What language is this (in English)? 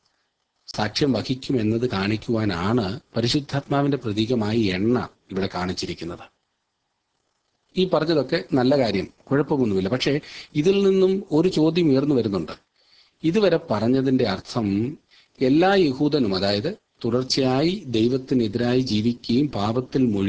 Malayalam